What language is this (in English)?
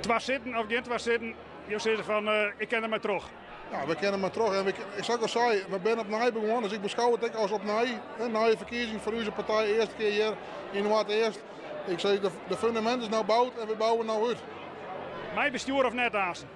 Western Frisian